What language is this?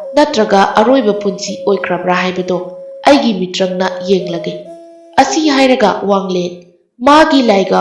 Manipuri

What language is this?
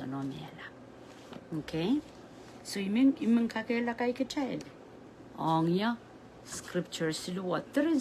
Pohnpeian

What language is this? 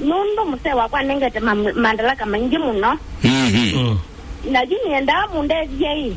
Kamba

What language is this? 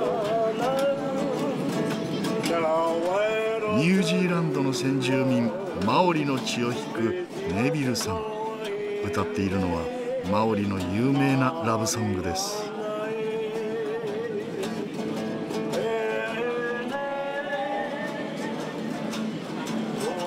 Japanese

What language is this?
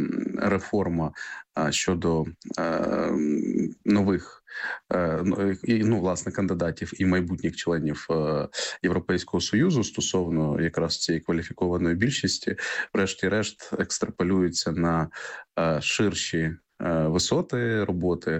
Ukrainian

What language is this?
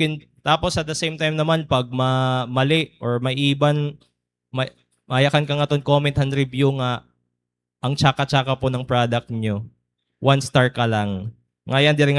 Waray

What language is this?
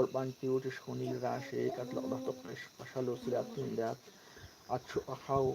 Kekchí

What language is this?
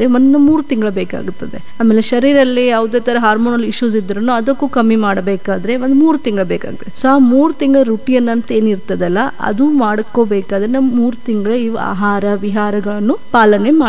Kannada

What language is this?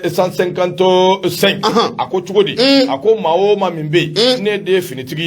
Bambara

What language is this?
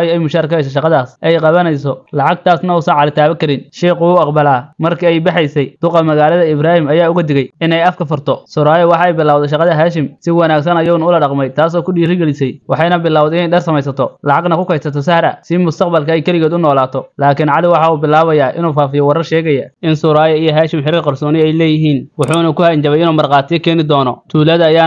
Somali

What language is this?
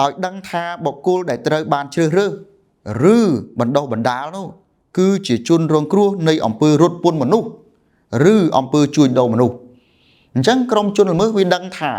Khmer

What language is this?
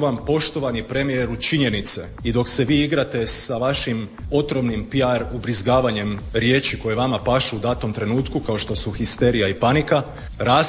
Croatian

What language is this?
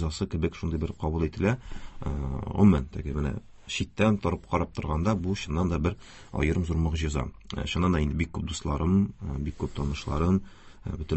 Tatar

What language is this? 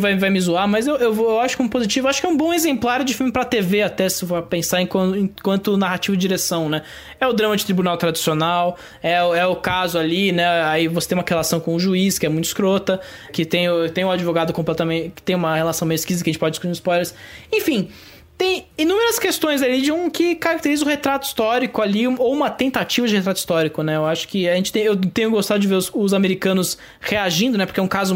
Portuguese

